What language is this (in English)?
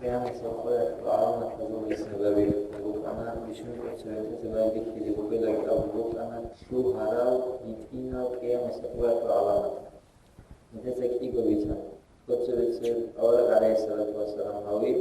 Avaric